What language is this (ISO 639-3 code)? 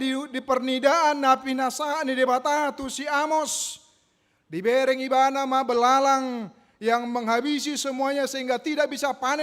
bbc